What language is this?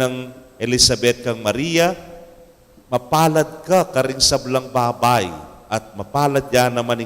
Pampanga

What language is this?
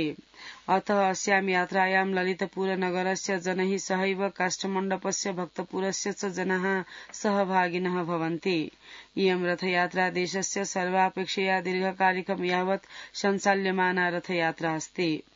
Sanskrit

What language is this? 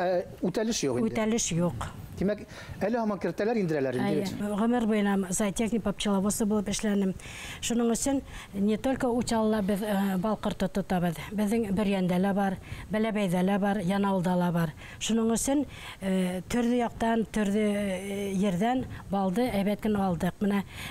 Bashkir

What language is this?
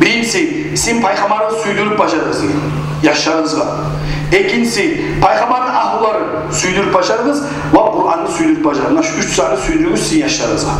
Kumyk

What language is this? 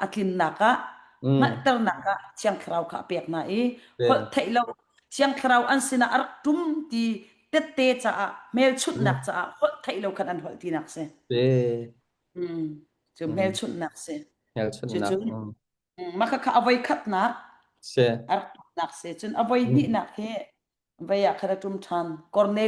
Hakha Chin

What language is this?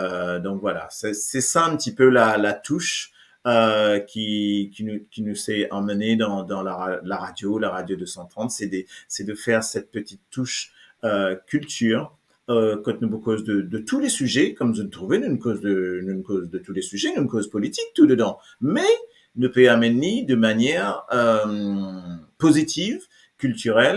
Morisyen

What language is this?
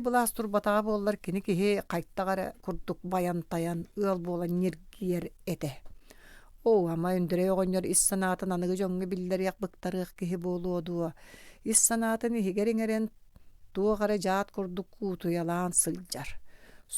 Yakut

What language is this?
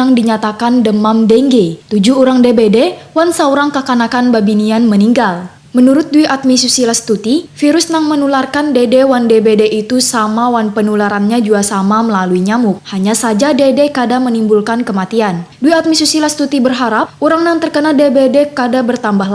Banjar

